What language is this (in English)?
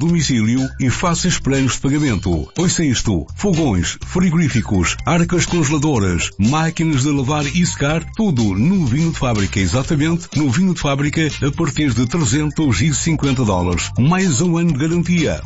Portuguese